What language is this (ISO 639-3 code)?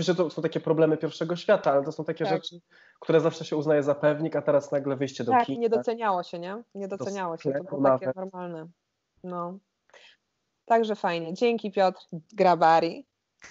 pol